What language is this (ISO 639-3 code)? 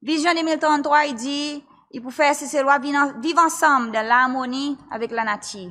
crs